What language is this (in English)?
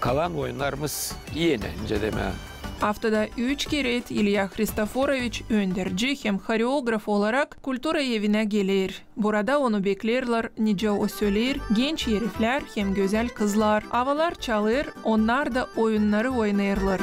Gagauz